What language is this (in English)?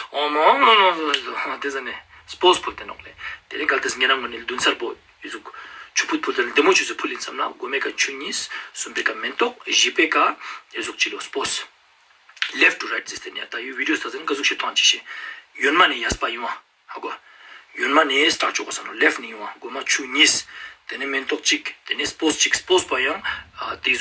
Ladakhi